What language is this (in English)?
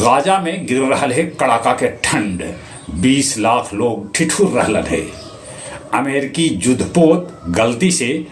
Magahi